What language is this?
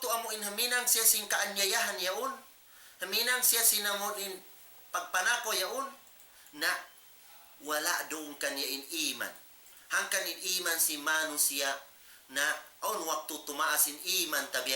Tausug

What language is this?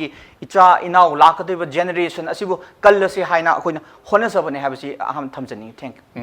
Manipuri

